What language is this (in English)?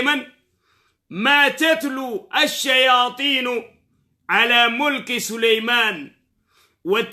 Oromo